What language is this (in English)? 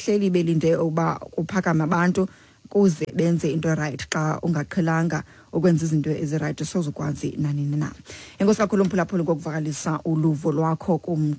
Xhosa